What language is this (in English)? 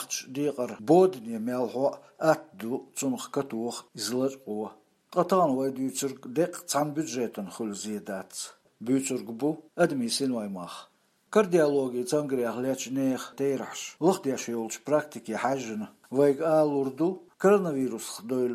Chechen